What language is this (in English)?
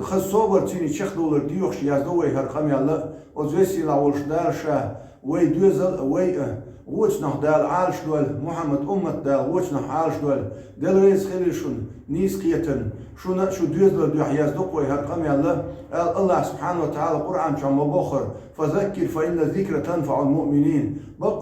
Chechen